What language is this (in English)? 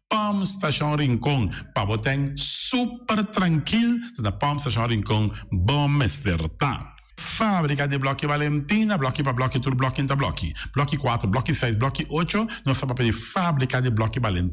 Papiamento